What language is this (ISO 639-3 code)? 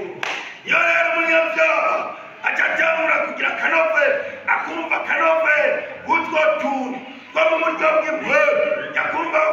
run